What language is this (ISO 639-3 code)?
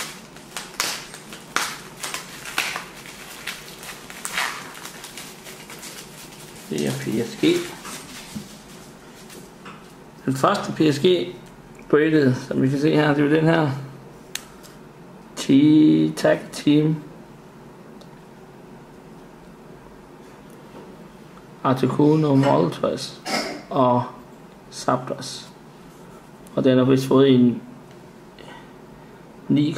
dan